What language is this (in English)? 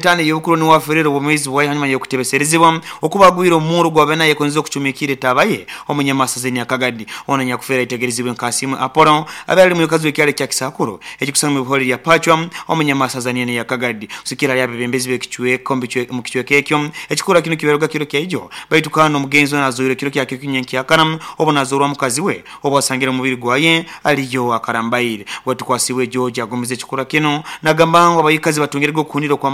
Nyoro